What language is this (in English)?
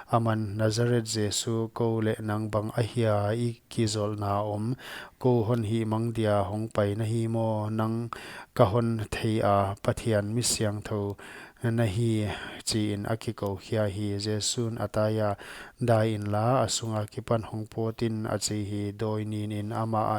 Paite Chin